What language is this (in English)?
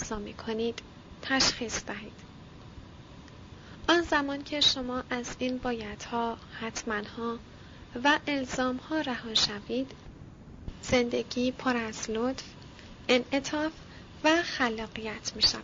Persian